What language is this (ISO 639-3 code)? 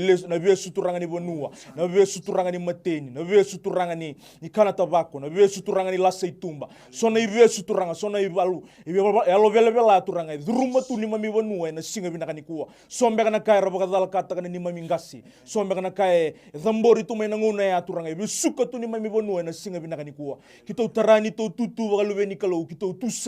fij